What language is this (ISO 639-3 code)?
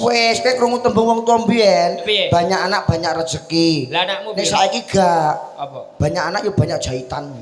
jav